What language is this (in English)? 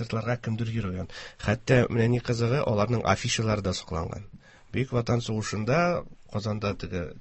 Tatar